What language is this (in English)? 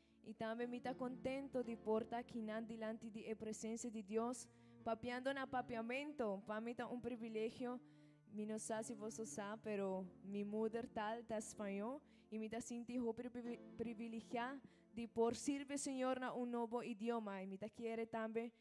Papiamento